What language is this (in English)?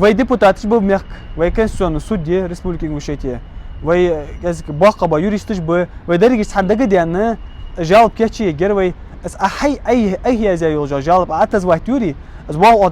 Ingush